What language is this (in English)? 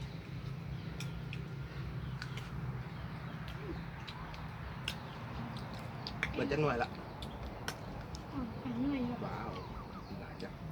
Lao